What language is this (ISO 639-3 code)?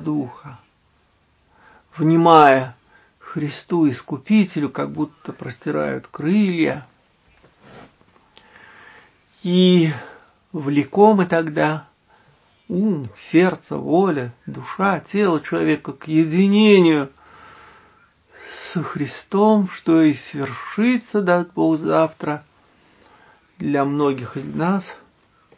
rus